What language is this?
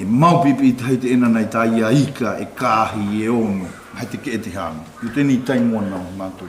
South Marquesan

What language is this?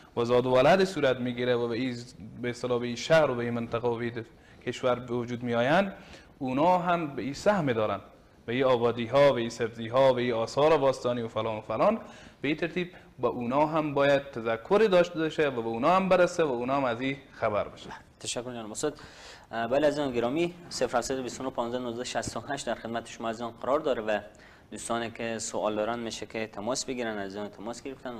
Persian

